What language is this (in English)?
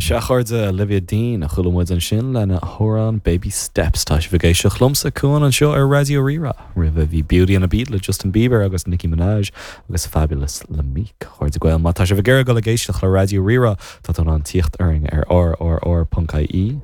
Irish